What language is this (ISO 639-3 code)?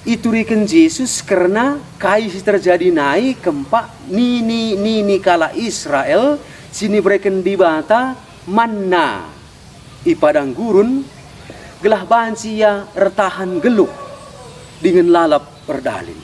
btx